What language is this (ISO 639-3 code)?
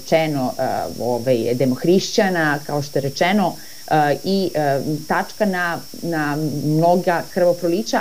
srp